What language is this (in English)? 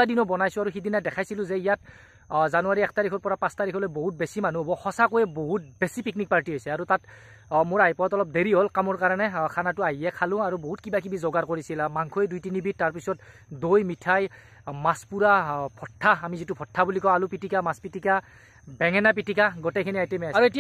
Assamese